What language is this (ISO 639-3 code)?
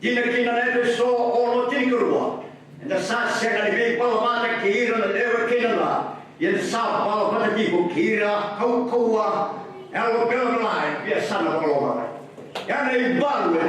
fij